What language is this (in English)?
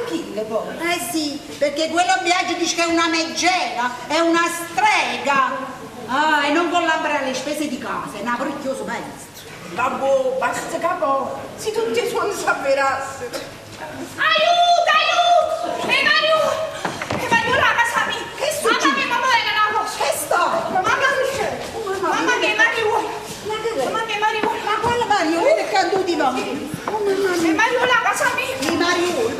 Neapolitan